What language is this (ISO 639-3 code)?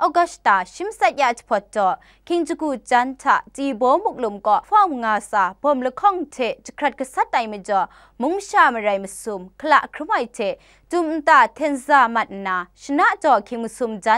kac